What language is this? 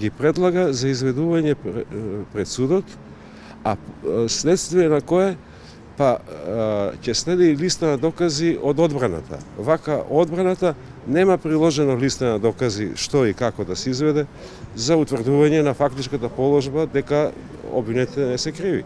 Macedonian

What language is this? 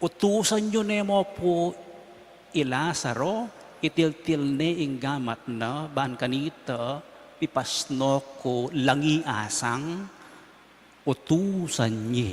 Pampanga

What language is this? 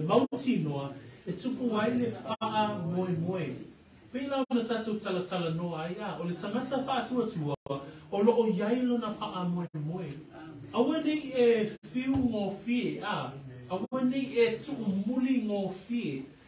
Samoan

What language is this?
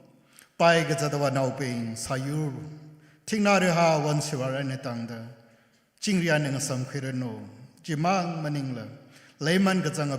Tangkhul Naga (India)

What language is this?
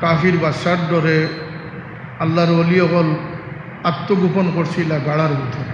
Sylheti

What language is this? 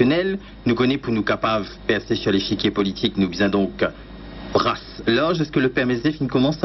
Morisyen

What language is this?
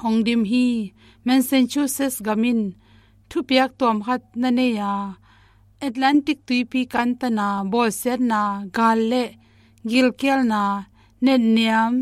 Tedim Chin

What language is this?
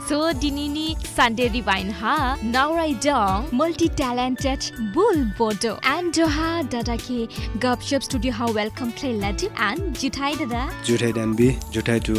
Dimasa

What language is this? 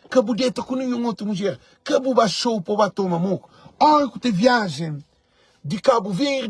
Kabuverdianu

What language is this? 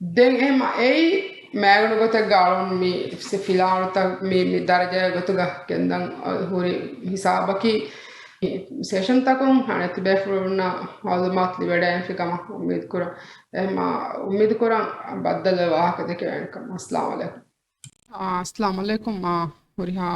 Divehi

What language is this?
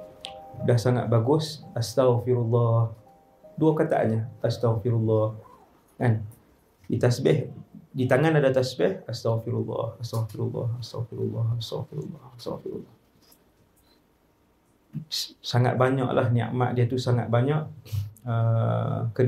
Malay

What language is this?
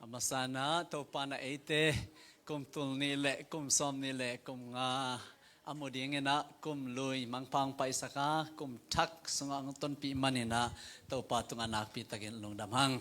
Tedim Chin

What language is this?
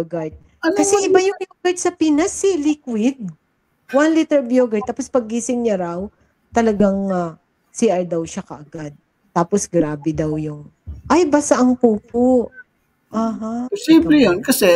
Filipino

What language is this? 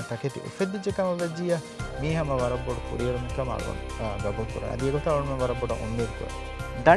Divehi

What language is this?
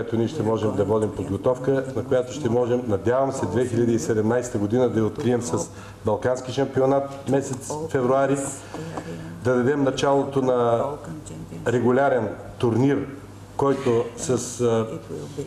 Bulgarian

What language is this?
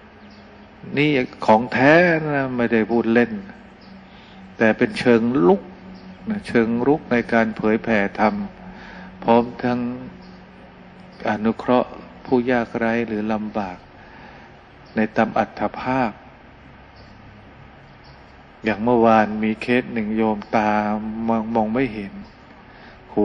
Thai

